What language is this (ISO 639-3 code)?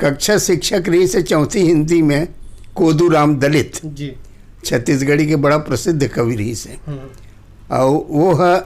hne